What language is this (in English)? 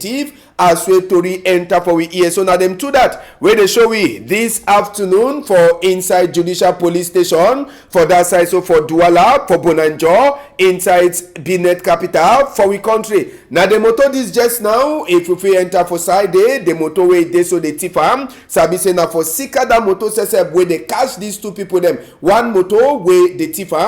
Cameroon Pidgin